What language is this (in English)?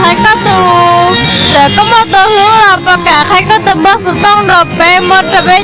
Hmong